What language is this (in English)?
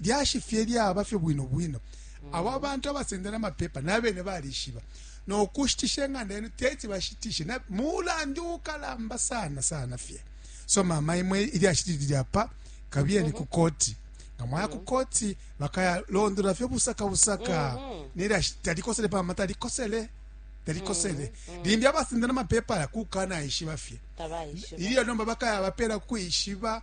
Bemba